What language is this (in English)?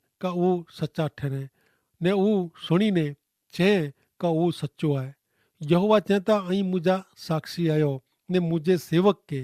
Kachhi